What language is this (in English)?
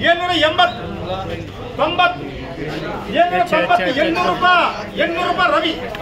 Kannada